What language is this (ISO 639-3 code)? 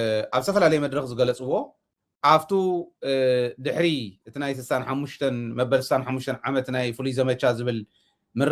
tir